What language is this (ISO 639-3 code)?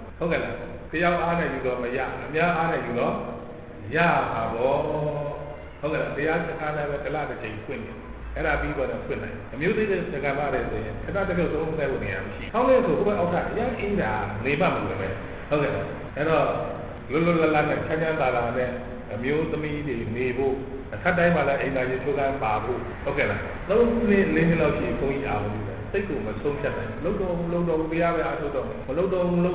mya